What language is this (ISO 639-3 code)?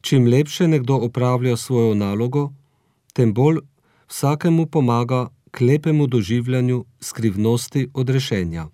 slv